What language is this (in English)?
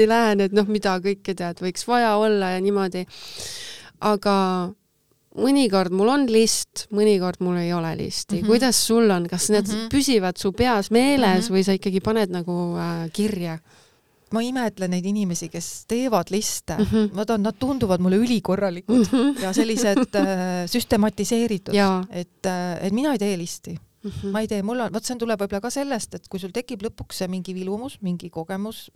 Estonian